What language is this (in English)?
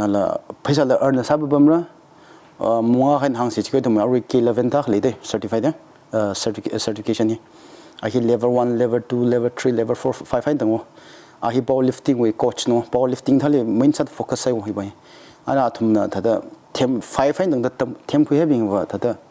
Tangkhul Naga (India)